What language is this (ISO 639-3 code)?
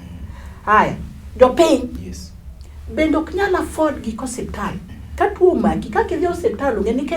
luo